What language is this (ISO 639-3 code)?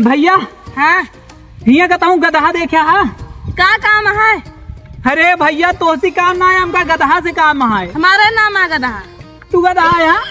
awa